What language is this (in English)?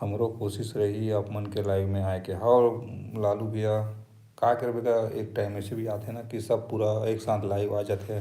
Chhattisgarhi